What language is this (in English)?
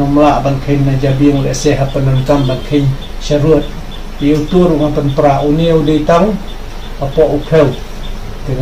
Khasi